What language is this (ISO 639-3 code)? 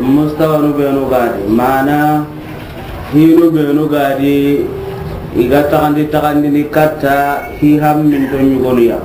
snk